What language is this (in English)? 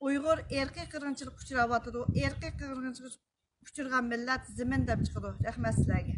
Uyghur